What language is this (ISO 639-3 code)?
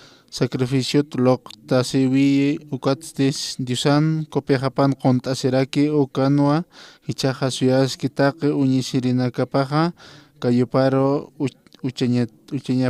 aym